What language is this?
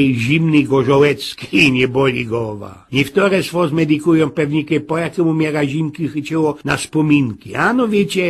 Silesian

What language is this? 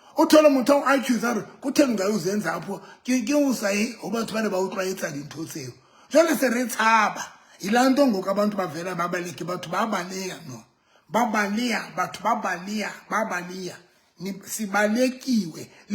Southern Sotho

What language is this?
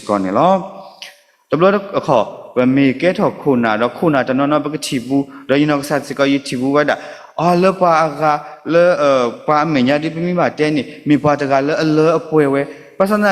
S'gaw Karen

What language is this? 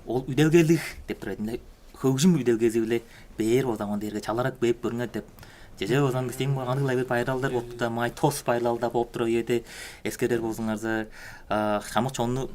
Tuvinian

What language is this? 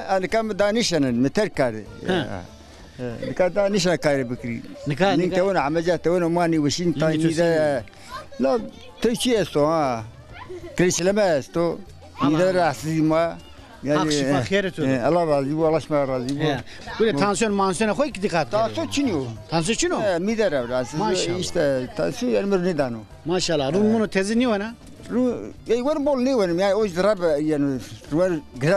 Zaza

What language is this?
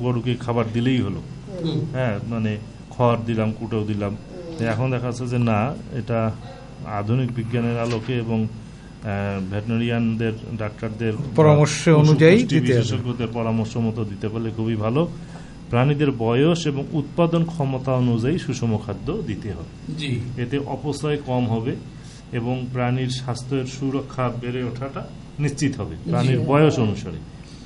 Bangla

